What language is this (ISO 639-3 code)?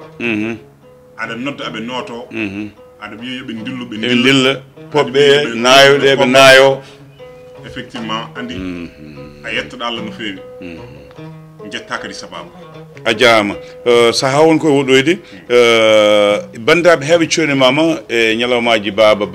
ful